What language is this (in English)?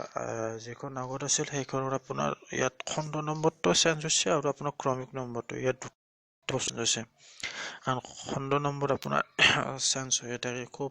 Assamese